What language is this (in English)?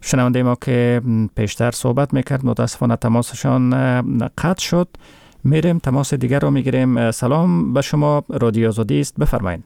Persian